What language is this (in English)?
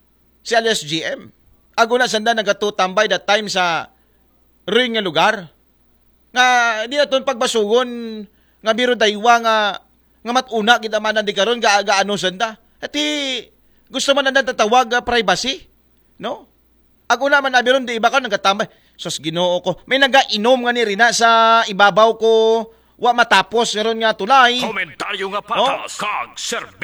Aklanon